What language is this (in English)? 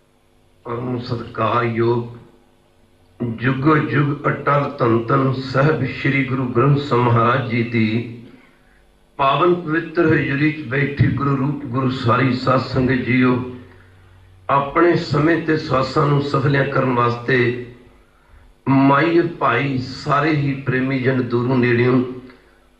Punjabi